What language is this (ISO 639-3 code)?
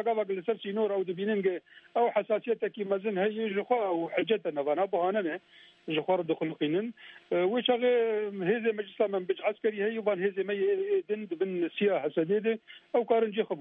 kur